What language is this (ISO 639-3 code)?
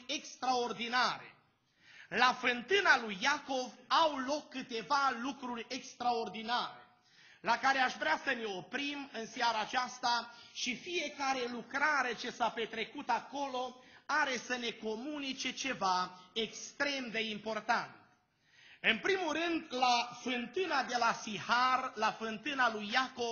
ron